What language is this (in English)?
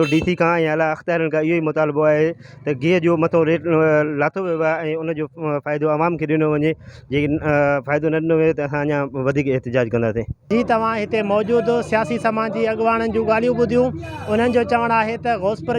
Sindhi